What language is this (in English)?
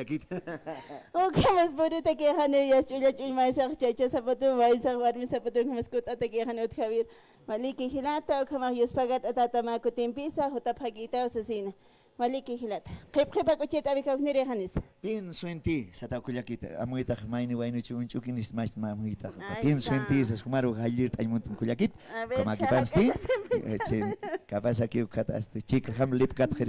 Aymara